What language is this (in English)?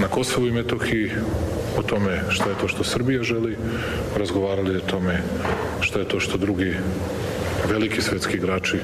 Croatian